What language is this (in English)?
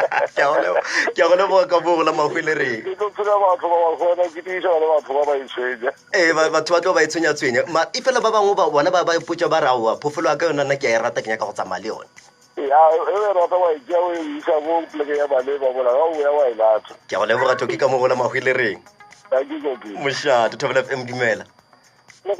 Northern Sotho